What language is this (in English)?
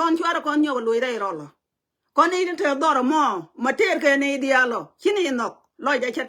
Nuer